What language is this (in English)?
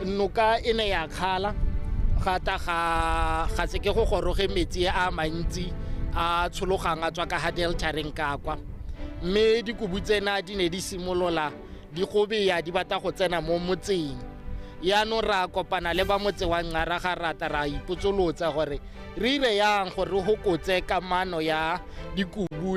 Tswana